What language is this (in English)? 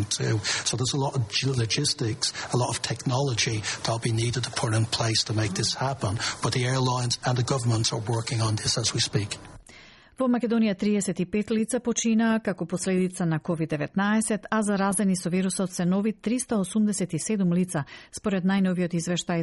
Macedonian